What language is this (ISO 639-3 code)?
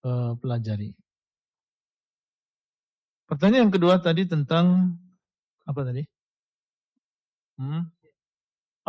ind